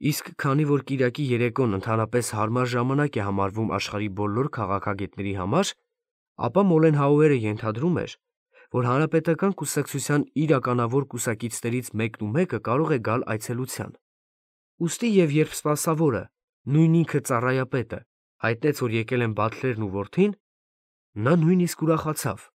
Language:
Armenian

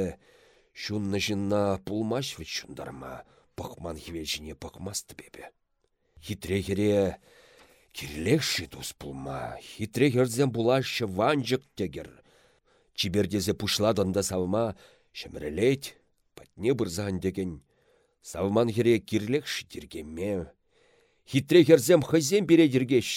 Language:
Chuvash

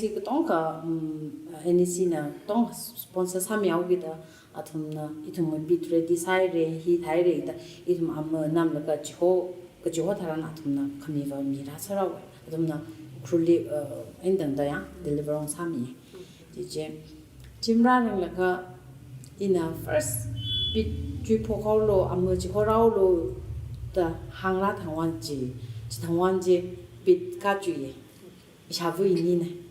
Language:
Tangkhul Naga (India)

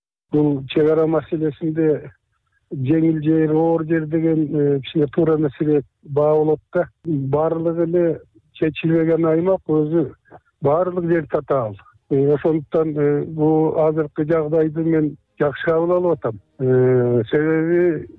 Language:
Kyrgyz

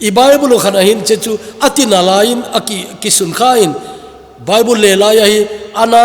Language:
Thado Chin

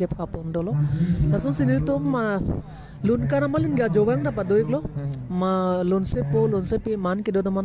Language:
Karbi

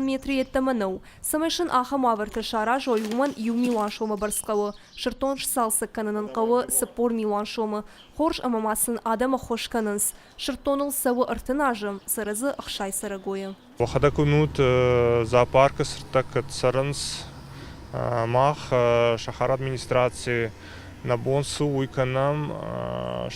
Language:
Ossetic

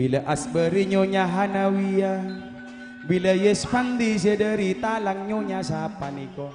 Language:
Madurese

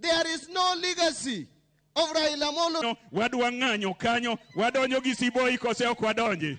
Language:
Luo (Kenya and Tanzania)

